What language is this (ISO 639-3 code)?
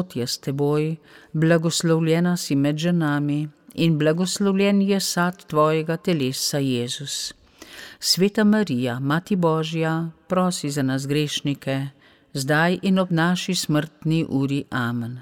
slv